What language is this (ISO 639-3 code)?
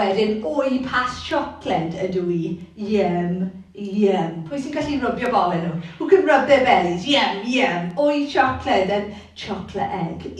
cym